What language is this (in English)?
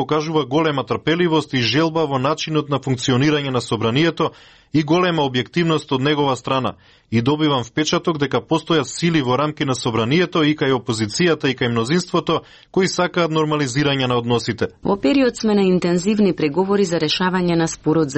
Macedonian